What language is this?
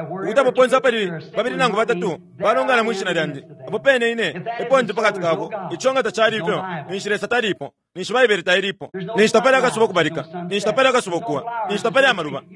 Bemba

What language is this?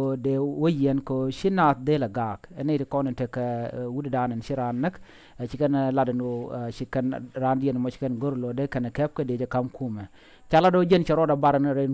Nuer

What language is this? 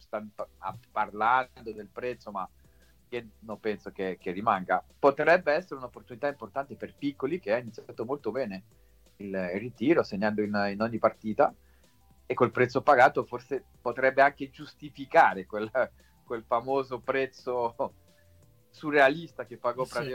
Italian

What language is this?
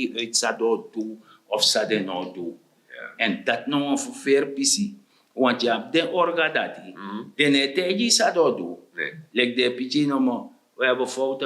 Sranan Tongo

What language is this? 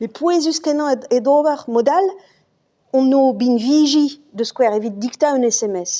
Breton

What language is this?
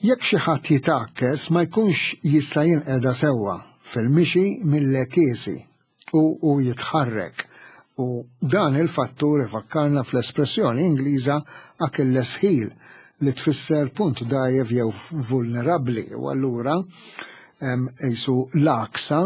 Maltese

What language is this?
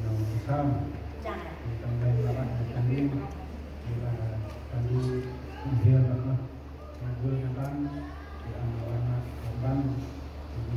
Central Mnong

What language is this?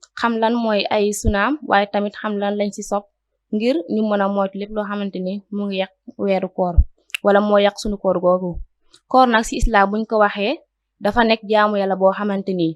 Wolof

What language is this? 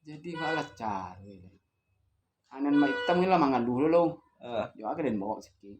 Minangkabau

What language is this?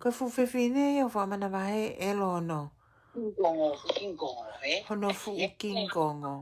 Tongan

